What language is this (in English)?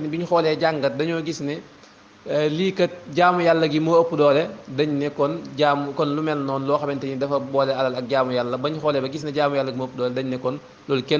Wolof